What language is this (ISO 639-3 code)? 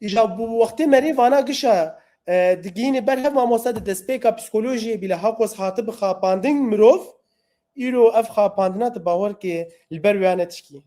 kur